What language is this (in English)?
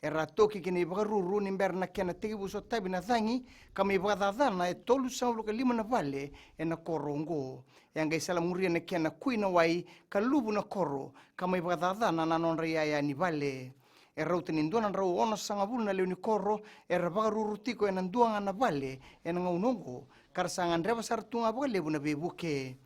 Fijian